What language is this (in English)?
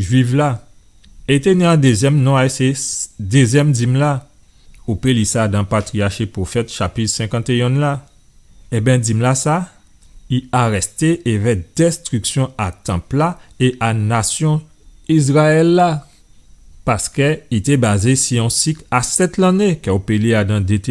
Guadeloupean Creole French